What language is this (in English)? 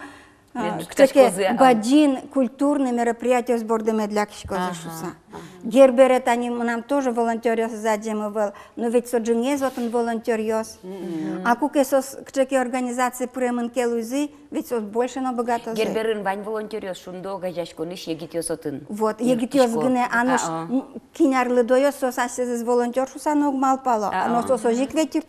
Udmurt